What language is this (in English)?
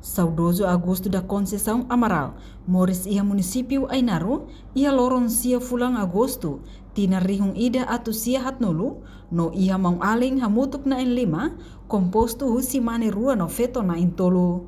Tetum